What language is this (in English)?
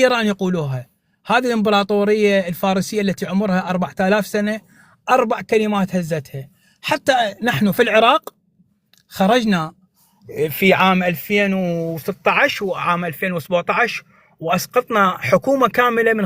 North Levantine Arabic